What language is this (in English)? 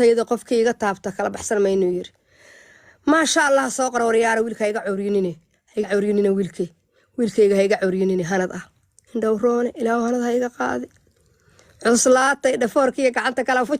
Somali